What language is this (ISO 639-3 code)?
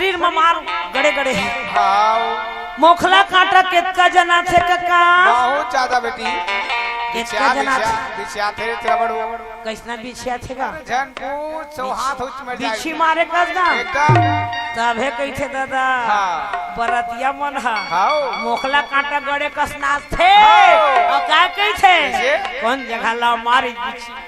hne